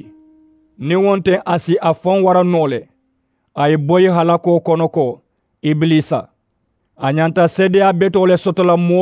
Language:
Mandingo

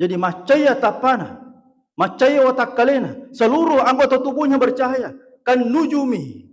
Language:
Buginese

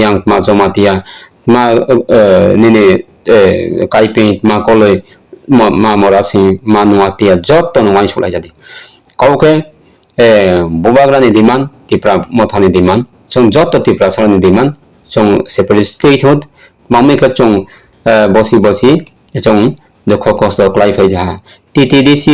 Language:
Riang (India)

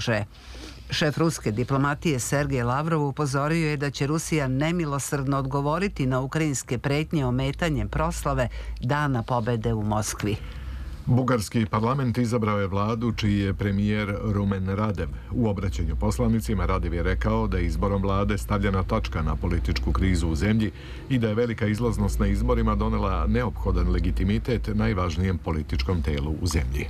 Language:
Serbian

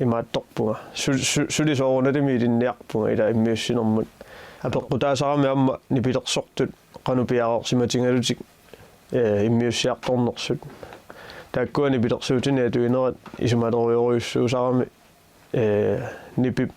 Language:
Kalaallisut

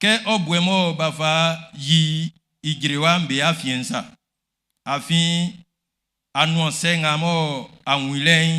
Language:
Baoulé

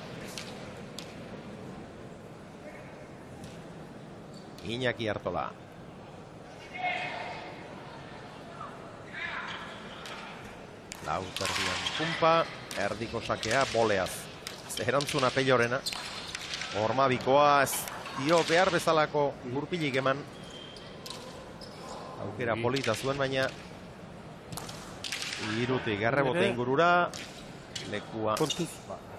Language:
Basque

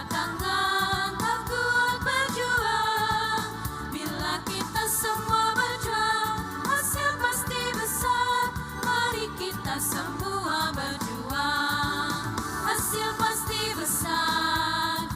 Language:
Ambonese Malay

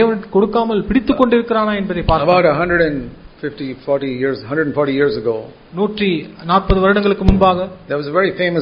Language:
Tamil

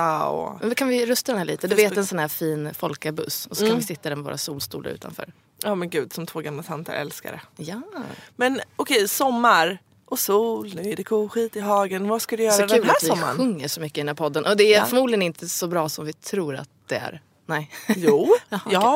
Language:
Swedish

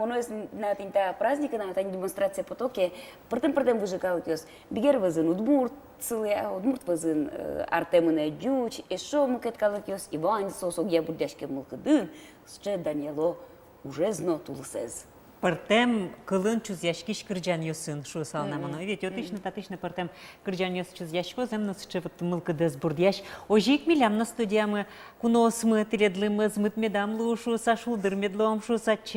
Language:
Udmurt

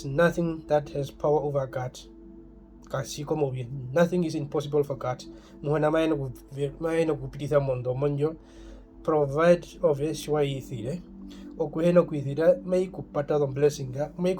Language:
Herero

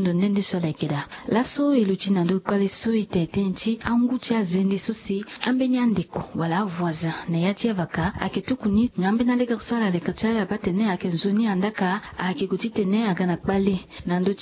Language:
Sango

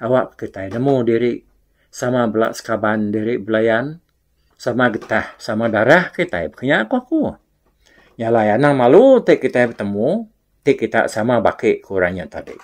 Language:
Iban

